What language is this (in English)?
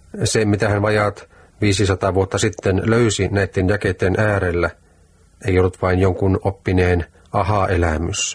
Finnish